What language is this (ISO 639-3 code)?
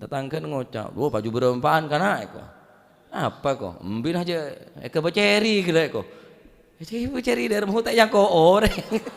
mad